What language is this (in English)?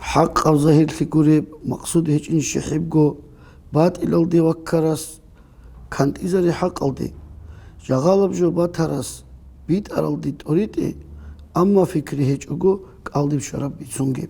Avaric